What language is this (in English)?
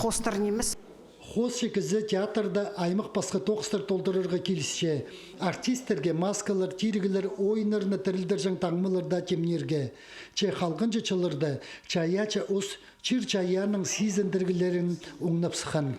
Khakas